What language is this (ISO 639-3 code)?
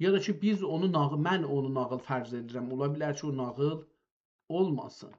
azb